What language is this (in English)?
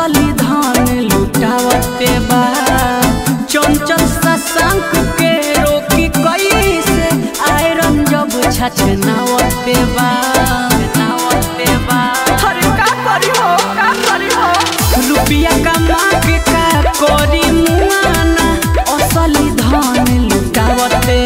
Bhojpuri